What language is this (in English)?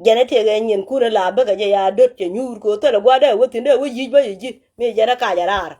Nuer